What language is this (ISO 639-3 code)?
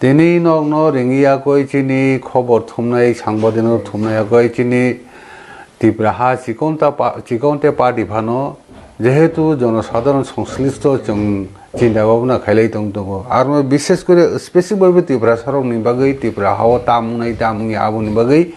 trp